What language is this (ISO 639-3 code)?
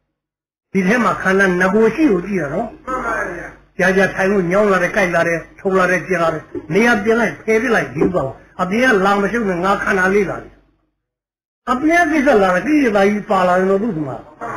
mya